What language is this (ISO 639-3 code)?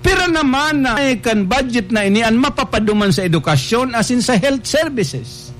bik